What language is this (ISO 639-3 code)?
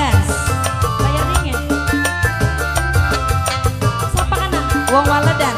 jav